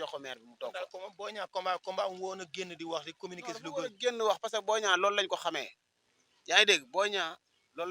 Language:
Wolof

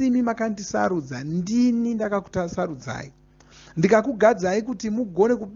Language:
Shona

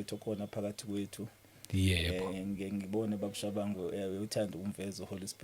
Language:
Zulu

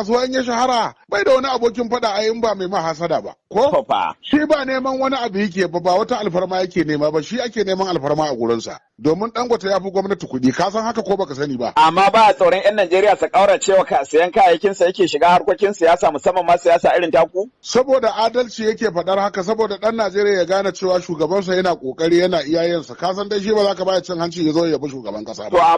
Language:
Hausa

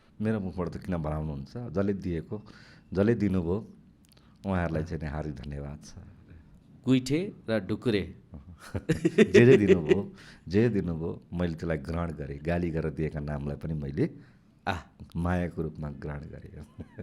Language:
Nepali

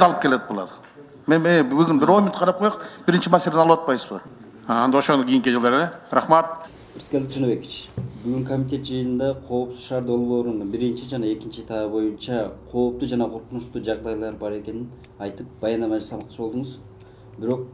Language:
Kyrgyz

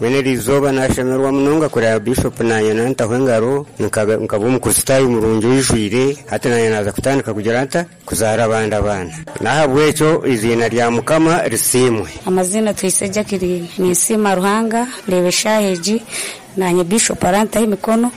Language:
Lango (Uganda)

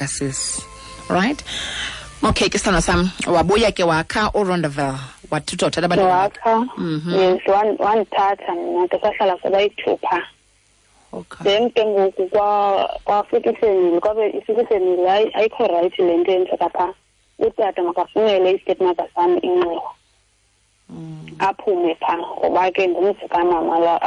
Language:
Xhosa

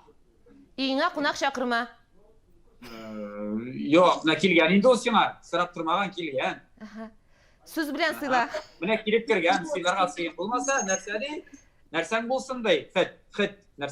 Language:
Tatar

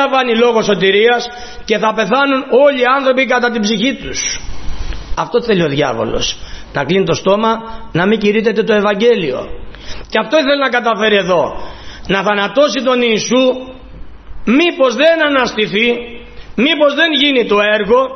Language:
Greek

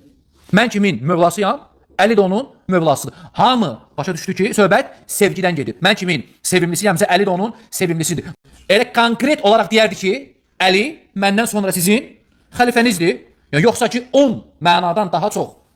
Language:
Azerbaijani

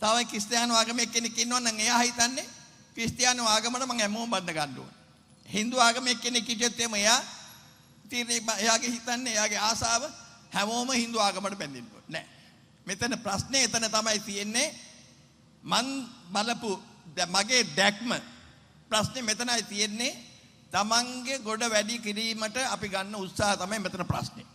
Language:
Sinhala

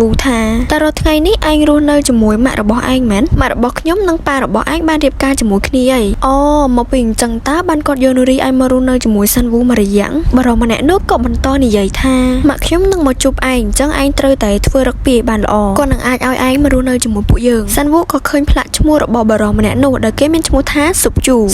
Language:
Khmer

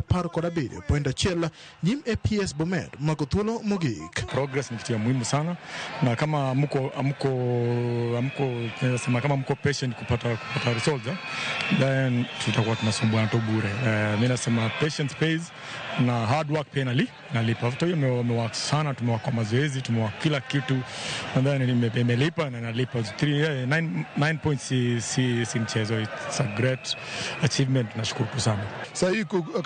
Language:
Luo (Kenya and Tanzania)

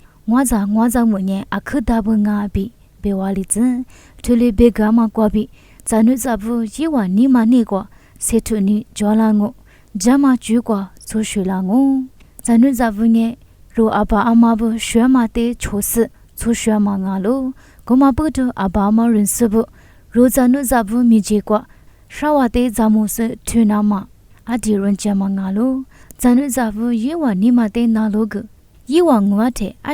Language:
Lisu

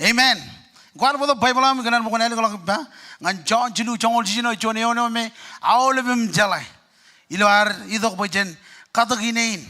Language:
Marshallese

